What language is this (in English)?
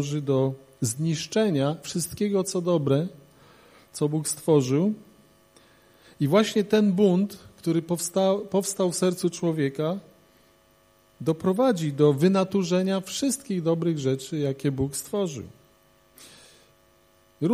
Polish